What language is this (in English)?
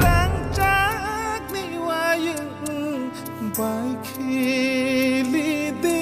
Kok Borok